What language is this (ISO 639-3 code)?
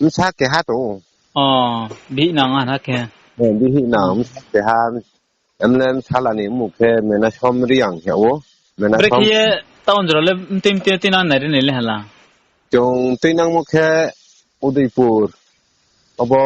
ria